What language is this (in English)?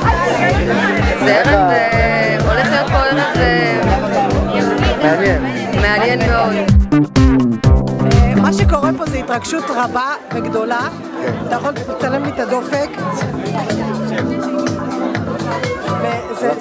Hebrew